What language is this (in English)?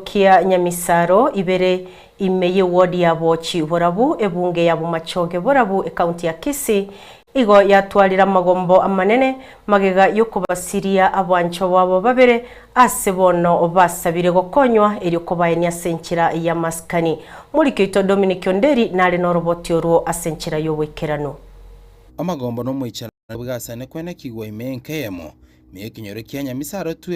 Gusii